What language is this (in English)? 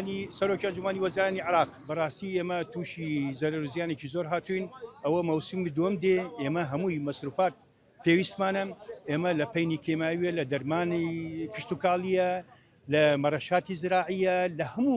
Central Kurdish